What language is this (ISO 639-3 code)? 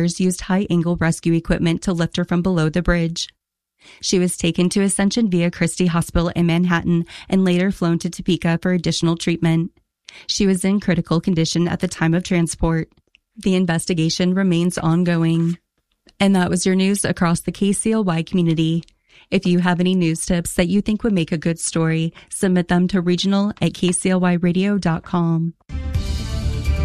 eng